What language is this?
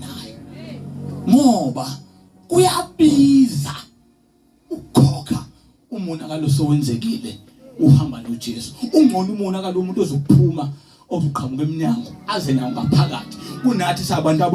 Zulu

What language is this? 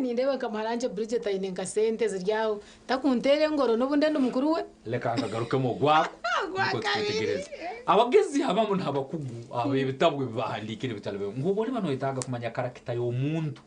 Nyankole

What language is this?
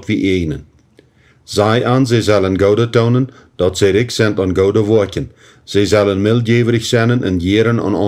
Plautdietsch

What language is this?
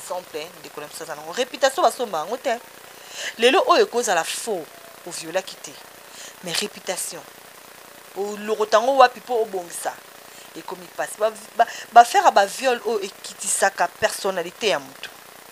Lingala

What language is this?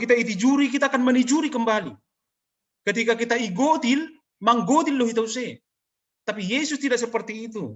Batak Simalungun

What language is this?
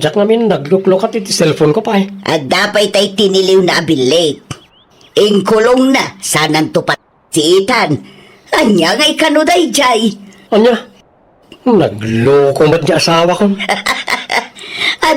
Iloko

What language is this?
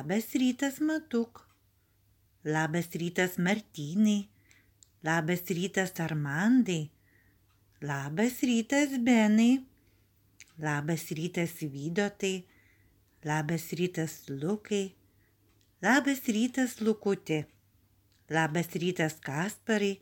Lithuanian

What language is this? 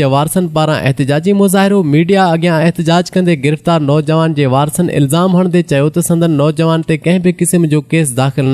Sindhi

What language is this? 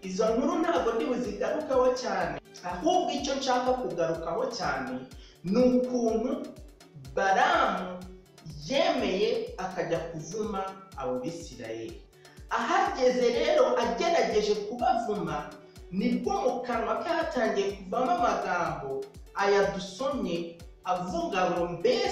Kinyarwanda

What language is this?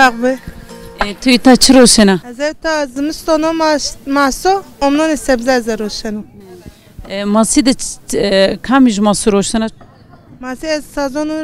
Zaza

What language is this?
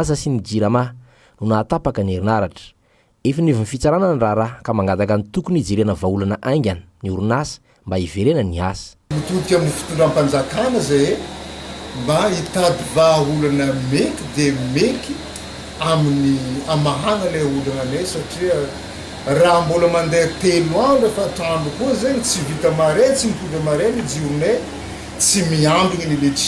Malagasy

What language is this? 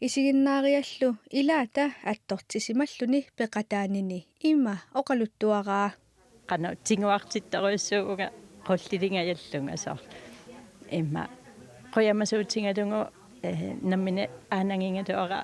Kalaallisut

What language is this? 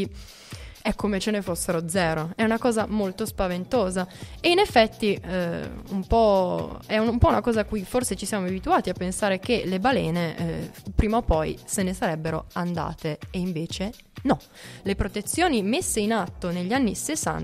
Italian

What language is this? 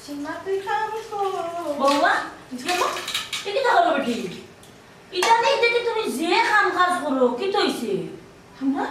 Sylheti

